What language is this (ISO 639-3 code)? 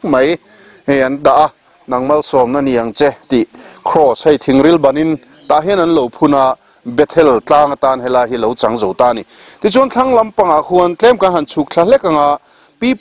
lus